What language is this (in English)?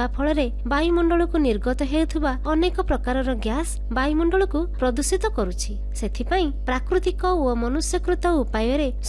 Odia